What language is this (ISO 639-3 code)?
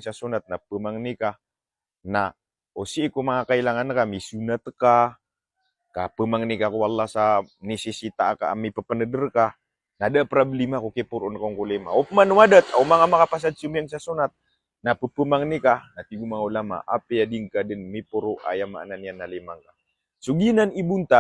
mrw